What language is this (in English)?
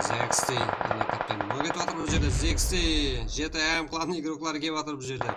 Kara-Kalpak